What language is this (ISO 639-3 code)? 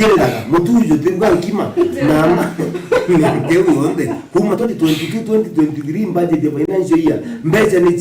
mer